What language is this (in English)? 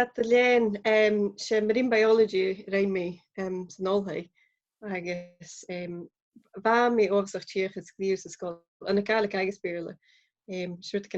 Scottish Gaelic